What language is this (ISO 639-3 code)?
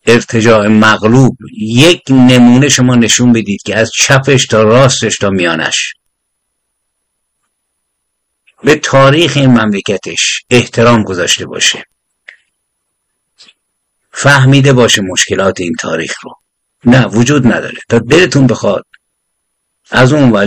fas